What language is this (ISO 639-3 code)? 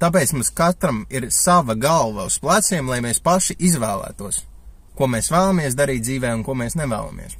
lav